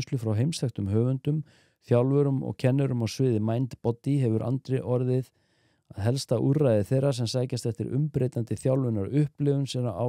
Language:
Icelandic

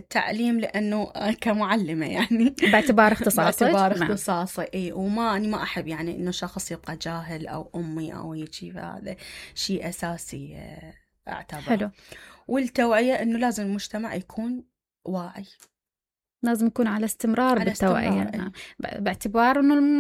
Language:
Mesopotamian Arabic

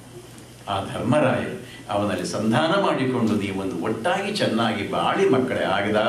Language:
Kannada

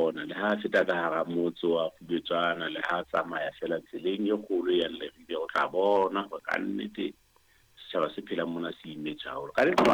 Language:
Southern Sotho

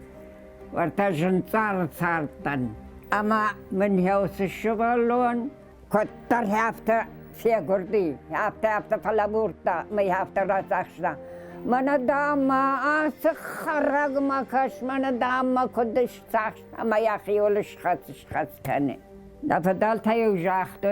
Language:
Ossetic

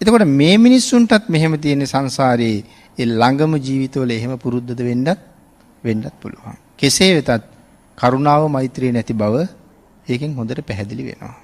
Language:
Sinhala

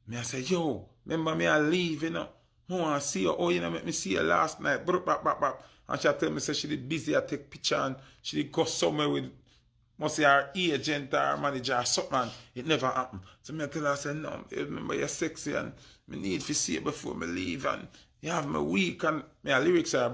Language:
Jamaican Creole English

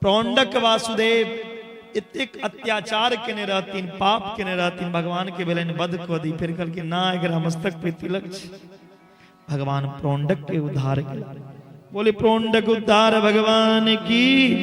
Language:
Maithili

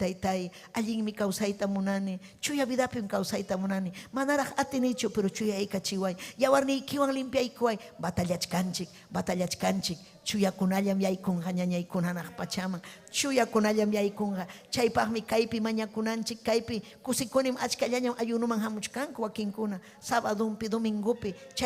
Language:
Ayacucho Quechua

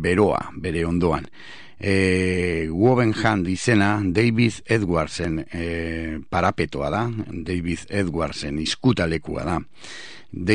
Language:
Basque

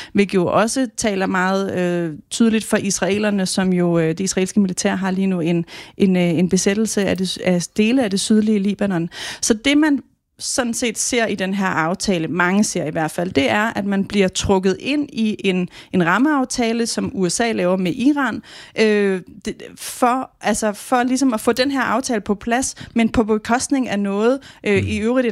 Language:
Danish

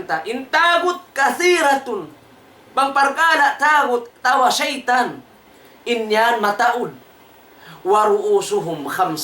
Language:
Tausug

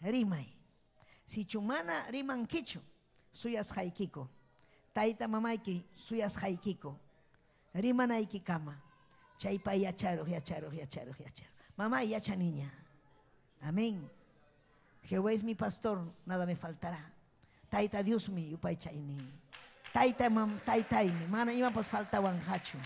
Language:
Ayacucho Quechua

